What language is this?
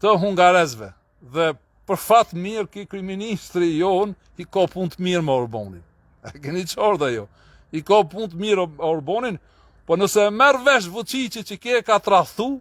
Albanian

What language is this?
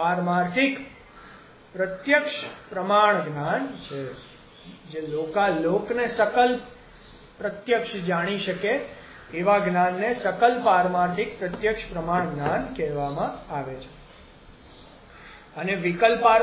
Gujarati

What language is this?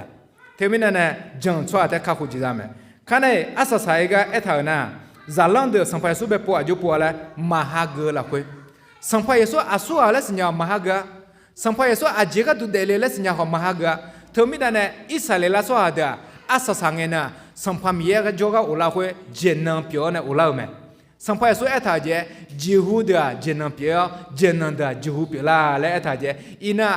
Akha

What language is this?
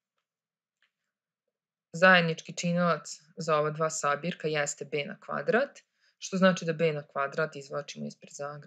Serbian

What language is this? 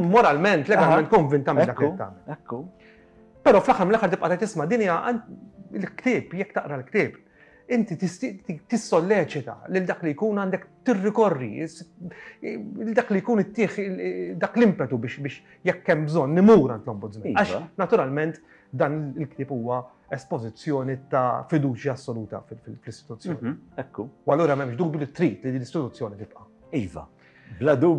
Maltese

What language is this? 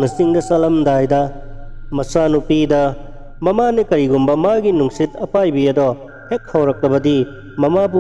Manipuri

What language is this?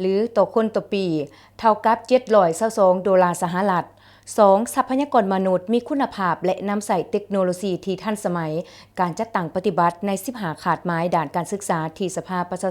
Lao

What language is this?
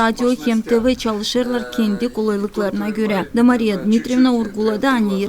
Gagauz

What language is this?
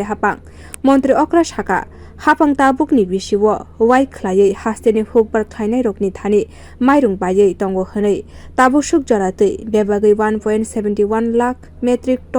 Kok Borok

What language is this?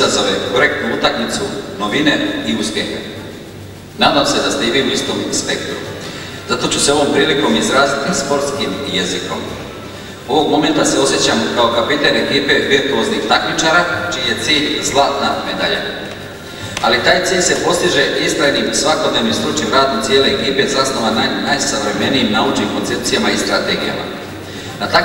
Serbian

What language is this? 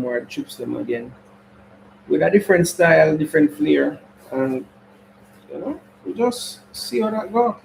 Jamaican Creole English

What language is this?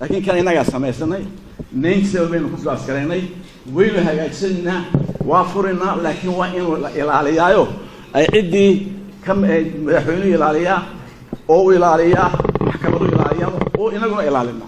Somali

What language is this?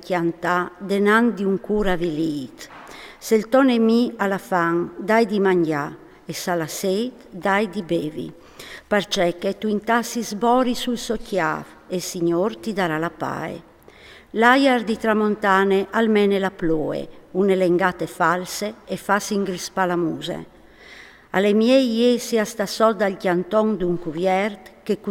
Friulian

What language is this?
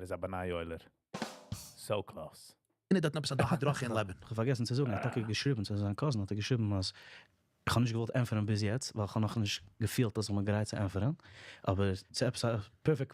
Yiddish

